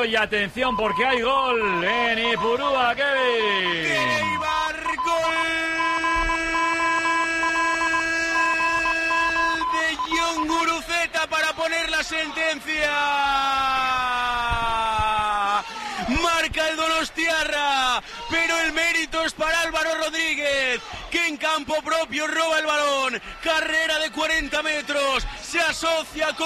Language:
Spanish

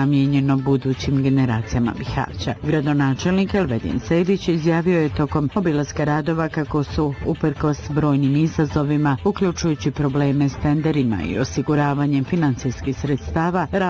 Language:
Bosnian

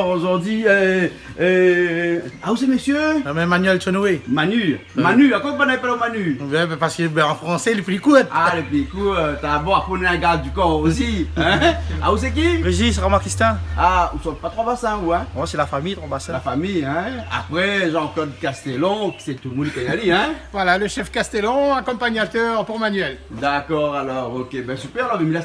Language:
Réunion Creole French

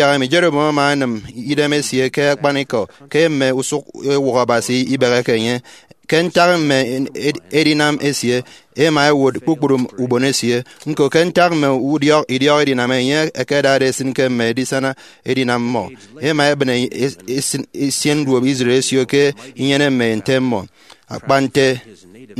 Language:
Efik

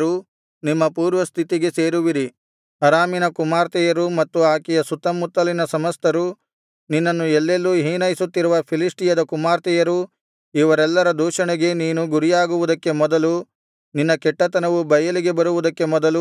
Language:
Kannada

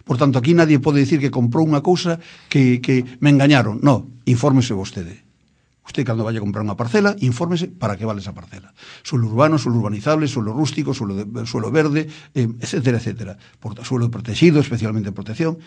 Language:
Galician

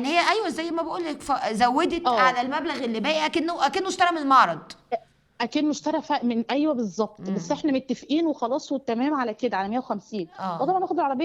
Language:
Egyptian Arabic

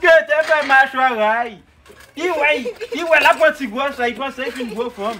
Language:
Haitian Creole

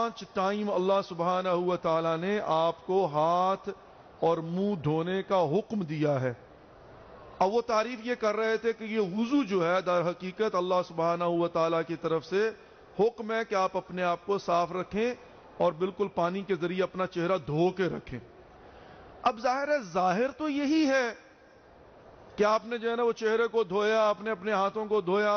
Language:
Urdu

